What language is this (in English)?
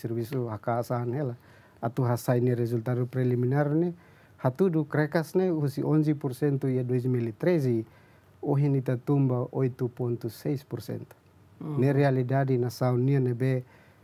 Tetum